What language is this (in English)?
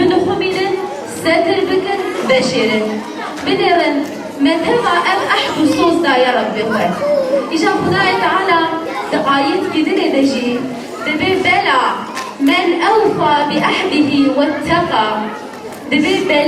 Kurdish